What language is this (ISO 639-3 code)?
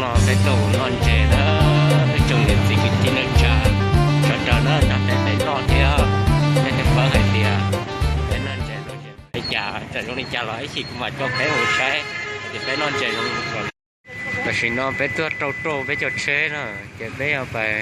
hmn